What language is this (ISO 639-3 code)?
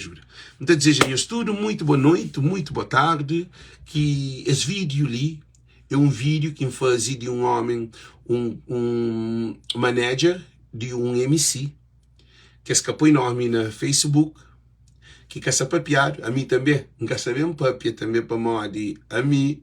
kea